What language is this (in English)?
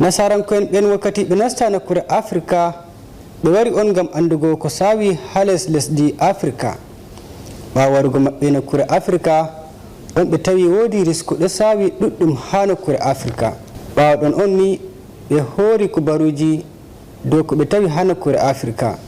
Fula